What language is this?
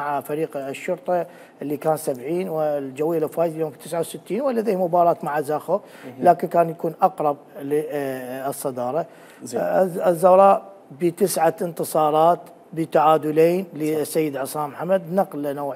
Mesopotamian Arabic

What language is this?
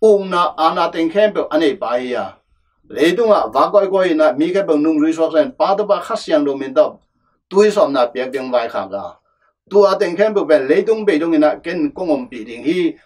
Tedim Chin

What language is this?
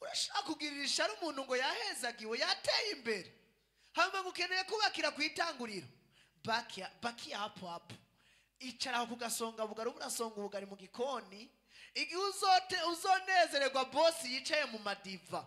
Rundi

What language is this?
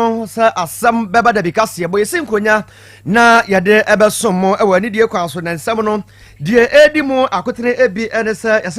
Akan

